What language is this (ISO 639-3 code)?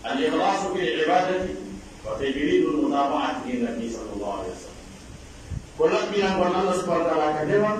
fuf